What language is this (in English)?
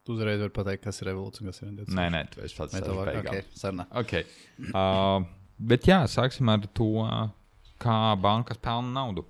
Latvian